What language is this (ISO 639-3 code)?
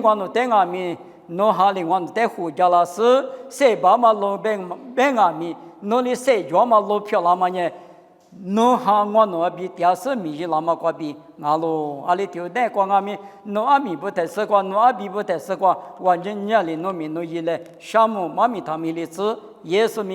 lis